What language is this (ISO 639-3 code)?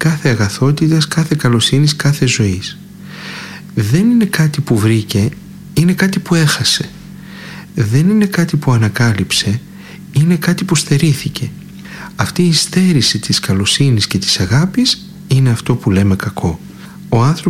ell